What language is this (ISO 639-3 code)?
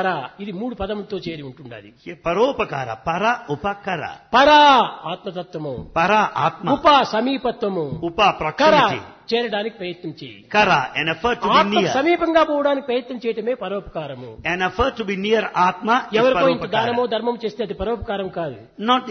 tel